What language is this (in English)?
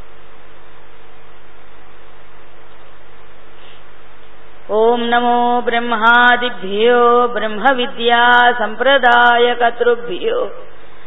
Telugu